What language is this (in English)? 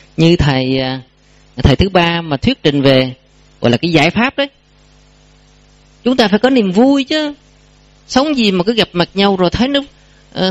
Vietnamese